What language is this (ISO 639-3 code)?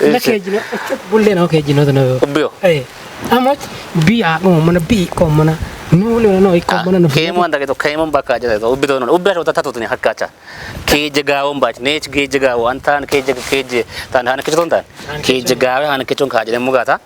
kbr